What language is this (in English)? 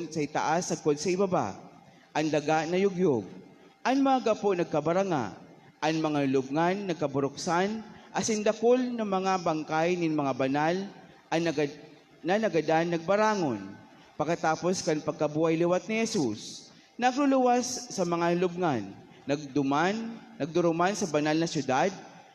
Bikol